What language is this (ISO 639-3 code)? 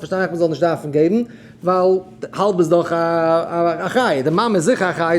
yid